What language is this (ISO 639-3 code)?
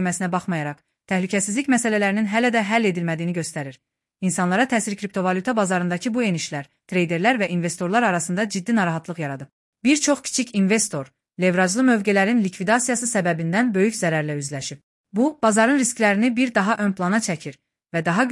aze